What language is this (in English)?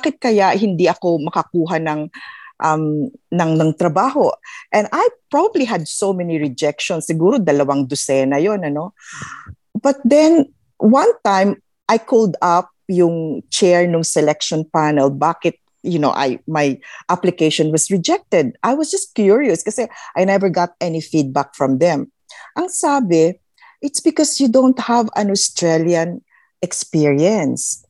Filipino